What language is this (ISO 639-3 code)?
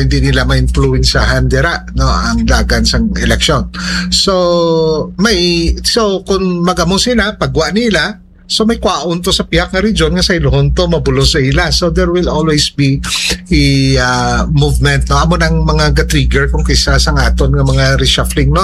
hil